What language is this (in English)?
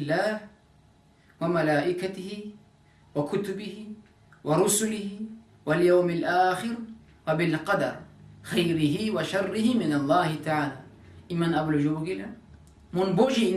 Avaric